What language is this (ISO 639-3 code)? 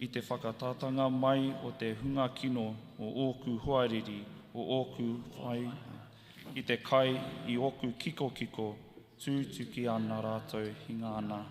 mri